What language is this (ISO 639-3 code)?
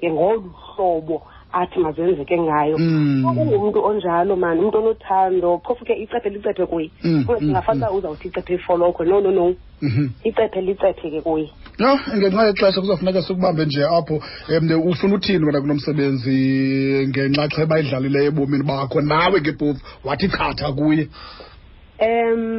xho